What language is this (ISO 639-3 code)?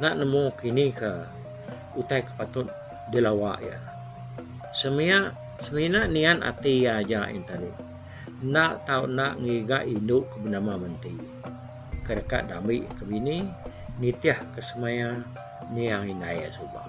iba